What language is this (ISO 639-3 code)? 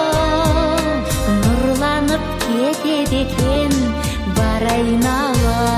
kaz